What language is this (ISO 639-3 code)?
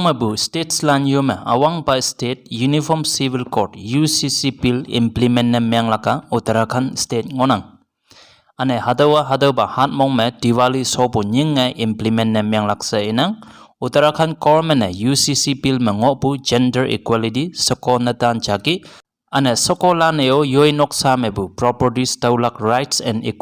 nbe